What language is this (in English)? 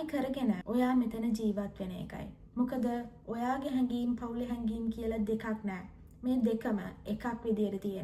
Sinhala